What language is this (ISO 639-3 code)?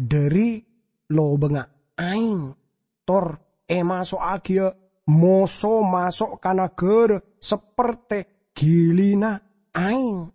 mad